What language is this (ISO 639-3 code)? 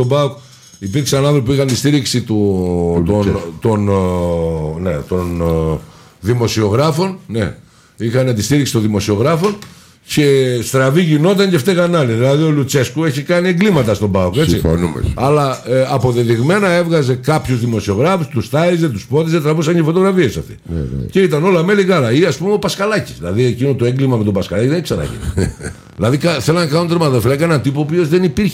ell